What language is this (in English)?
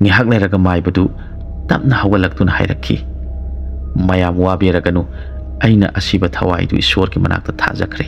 Manipuri